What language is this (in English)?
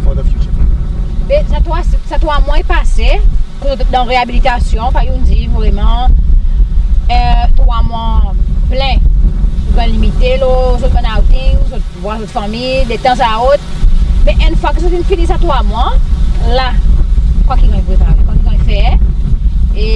Seselwa Creole French